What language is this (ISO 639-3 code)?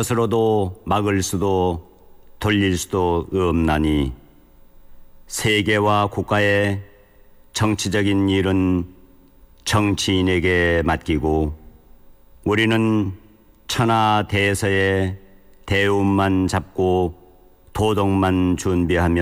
kor